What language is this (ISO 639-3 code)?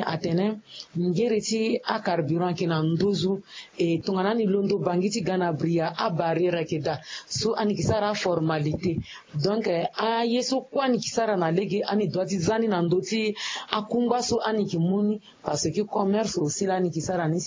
sag